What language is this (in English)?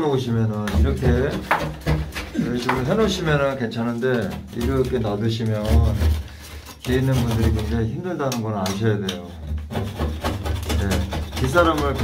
Korean